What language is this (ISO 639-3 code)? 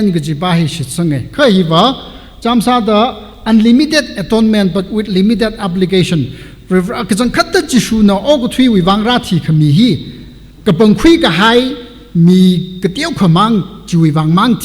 nmf